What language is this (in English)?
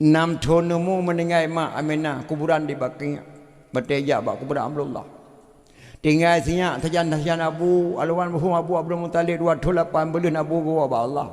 Achinese